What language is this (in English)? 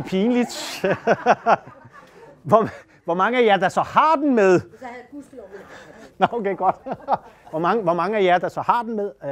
Danish